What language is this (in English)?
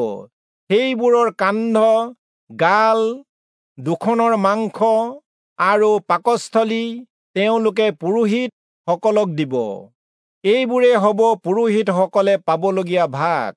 Assamese